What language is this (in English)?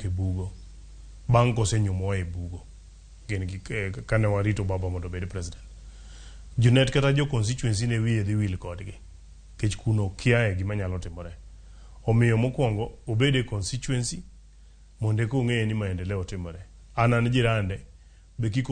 Luo (Kenya and Tanzania)